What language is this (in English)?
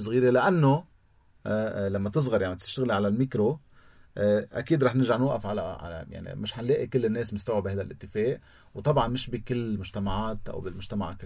North Levantine Arabic